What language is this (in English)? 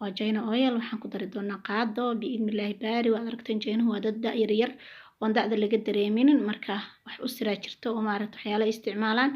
Somali